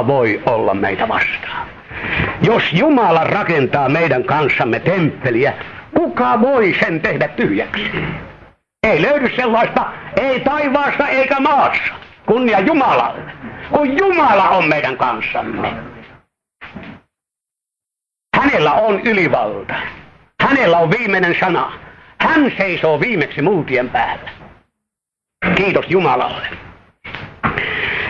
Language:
Finnish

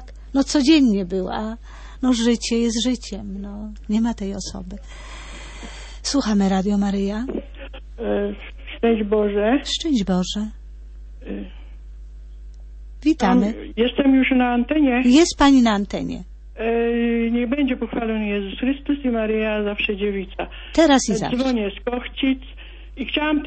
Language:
Polish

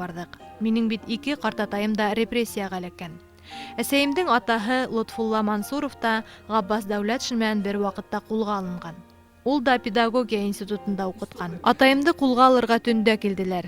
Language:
Bashkir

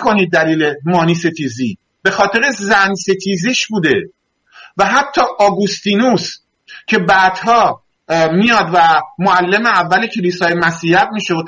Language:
Persian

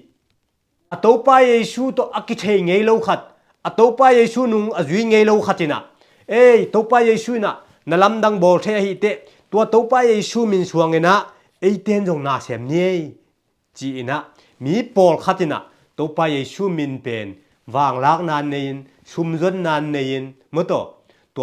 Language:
Tedim Chin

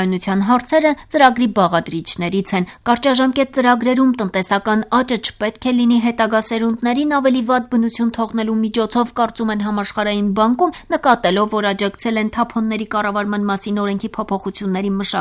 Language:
Armenian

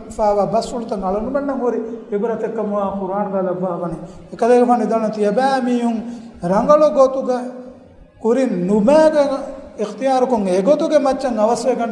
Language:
Divehi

